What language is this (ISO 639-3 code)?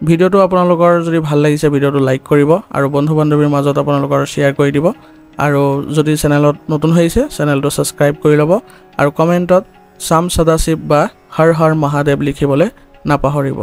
asm